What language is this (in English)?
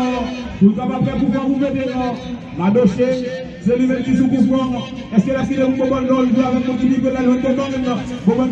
Haitian Creole